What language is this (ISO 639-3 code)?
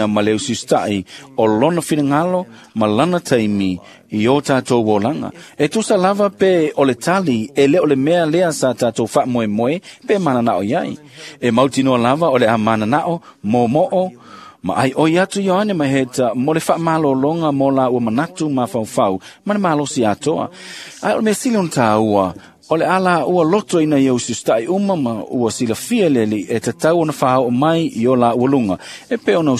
smo